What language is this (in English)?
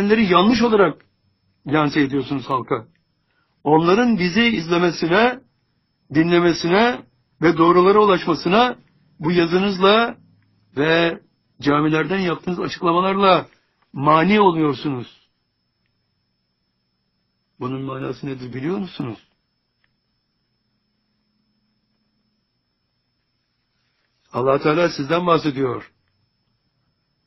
Turkish